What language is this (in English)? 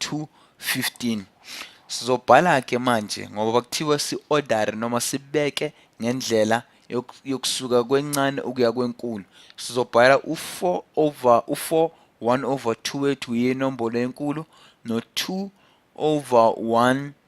Zulu